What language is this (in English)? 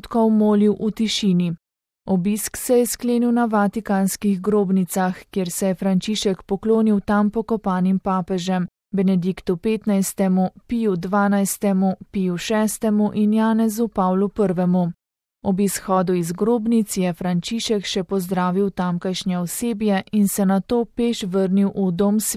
Slovenian